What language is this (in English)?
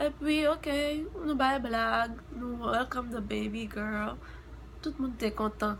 Haitian Creole